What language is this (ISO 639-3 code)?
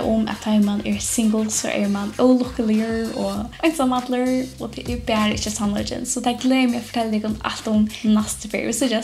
fao